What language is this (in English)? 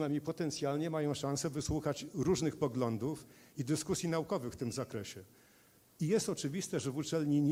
Polish